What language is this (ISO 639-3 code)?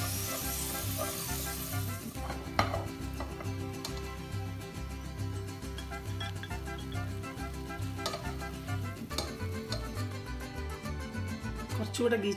mal